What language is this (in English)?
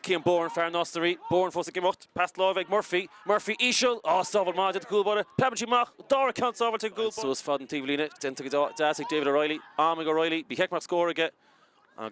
Irish